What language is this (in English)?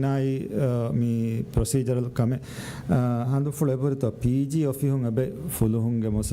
Divehi